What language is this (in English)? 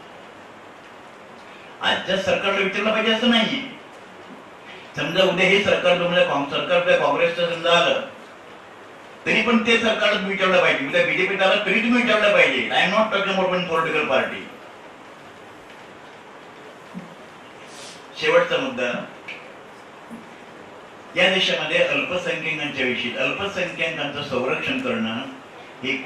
Marathi